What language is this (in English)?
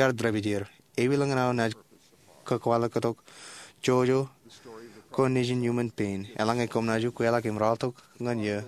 Marshallese